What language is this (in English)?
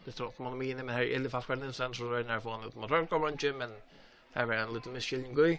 Faroese